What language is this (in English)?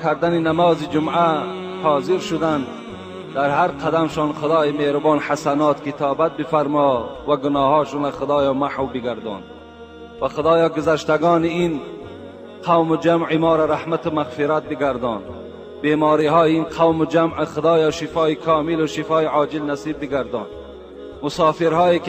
Tajik